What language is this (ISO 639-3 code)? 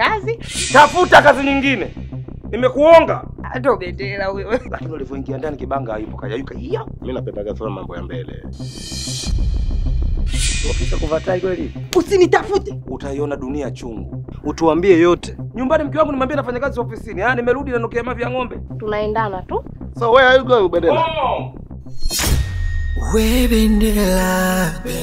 swa